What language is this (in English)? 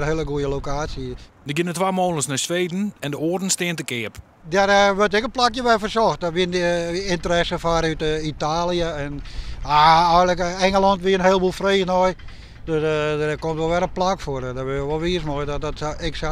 Western Frisian